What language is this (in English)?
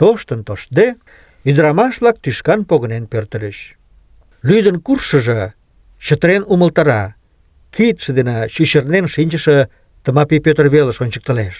Mari